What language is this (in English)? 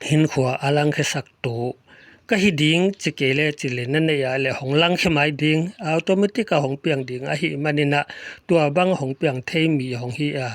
Paite Chin